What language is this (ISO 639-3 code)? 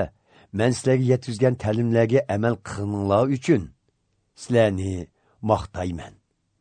uig